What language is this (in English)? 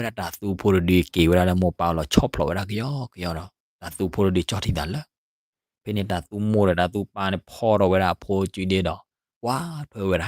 S'gaw Karen